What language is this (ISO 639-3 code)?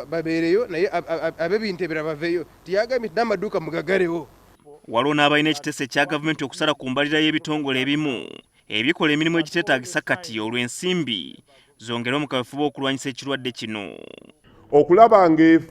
lug